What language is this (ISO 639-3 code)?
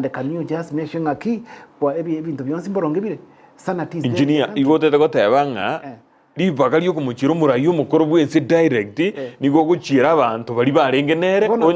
guz